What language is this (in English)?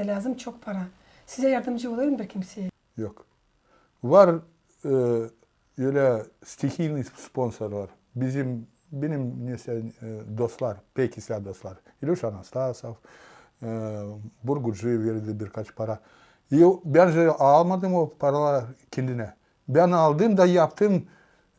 Gagauz